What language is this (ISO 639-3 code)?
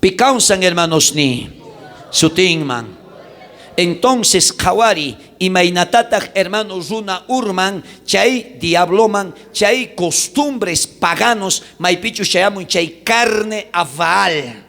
quh